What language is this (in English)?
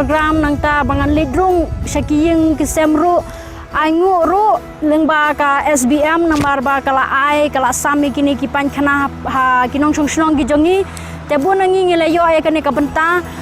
Khasi